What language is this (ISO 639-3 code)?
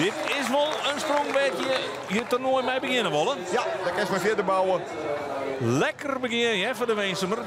fry